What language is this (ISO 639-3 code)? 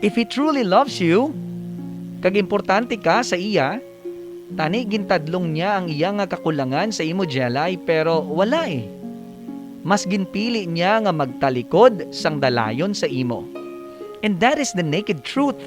hil